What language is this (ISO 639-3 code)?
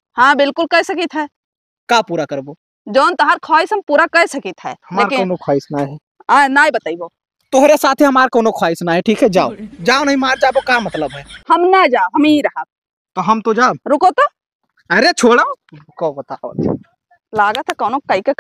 awa